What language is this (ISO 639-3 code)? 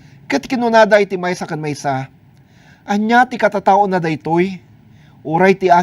ilo